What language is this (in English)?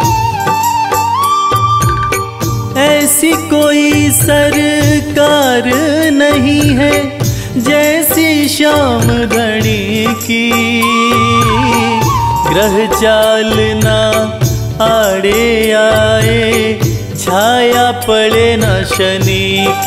Hindi